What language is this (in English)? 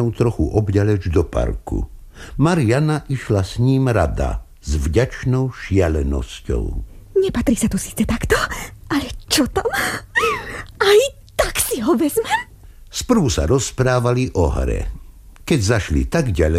Slovak